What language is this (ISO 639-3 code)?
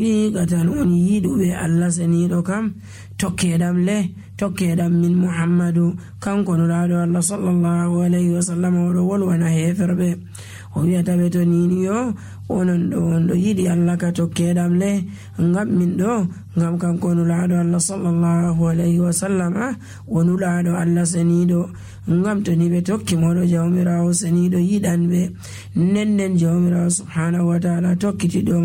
fuv